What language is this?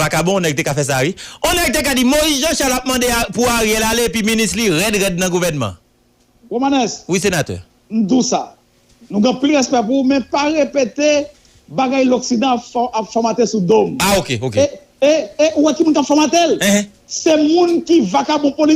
Haitian Creole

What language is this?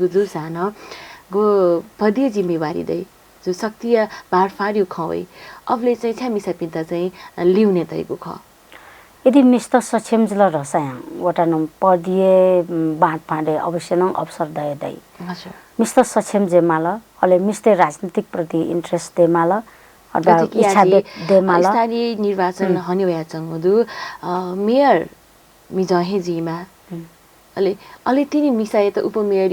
Newari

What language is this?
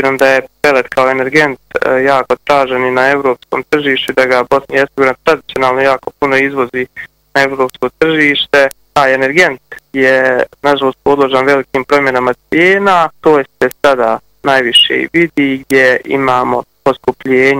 Bosnian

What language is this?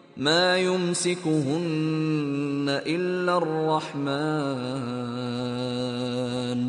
Arabic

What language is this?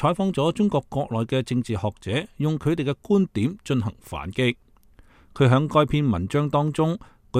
Cantonese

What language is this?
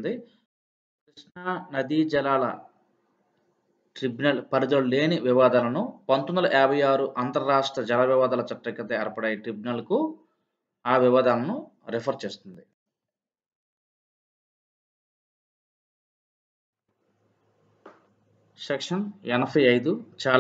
Telugu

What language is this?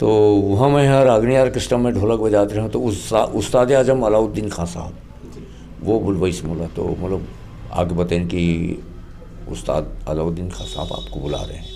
Chhattisgarhi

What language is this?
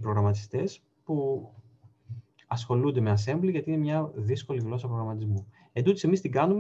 Greek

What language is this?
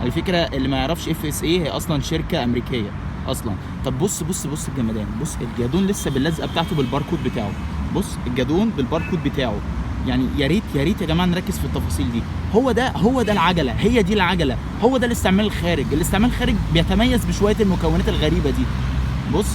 Egyptian Arabic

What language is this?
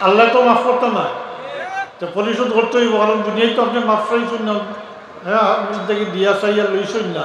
Sylheti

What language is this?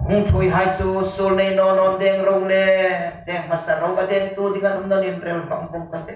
Hmar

